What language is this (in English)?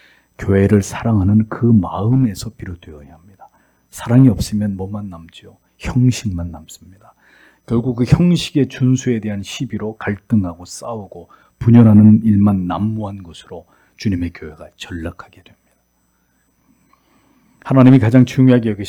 Korean